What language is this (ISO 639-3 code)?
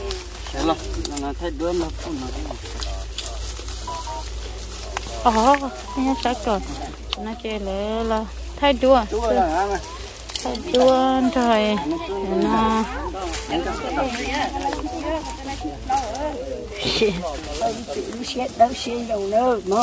vie